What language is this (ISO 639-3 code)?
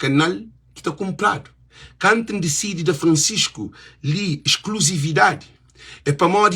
kea